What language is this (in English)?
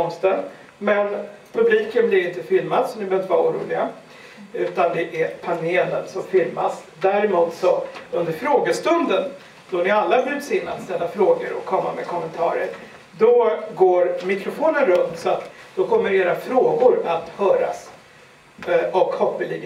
Swedish